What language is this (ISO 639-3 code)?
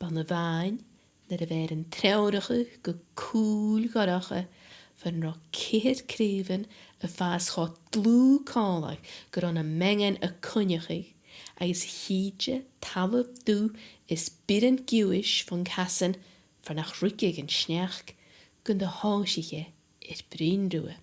gla